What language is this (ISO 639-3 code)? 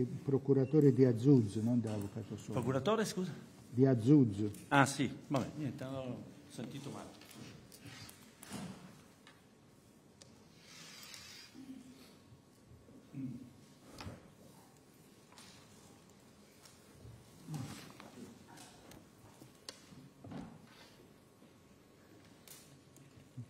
ita